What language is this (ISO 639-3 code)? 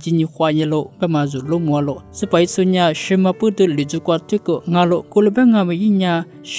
lis